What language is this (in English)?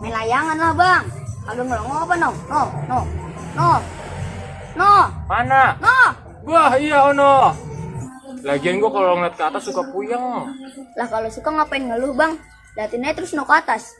Betawi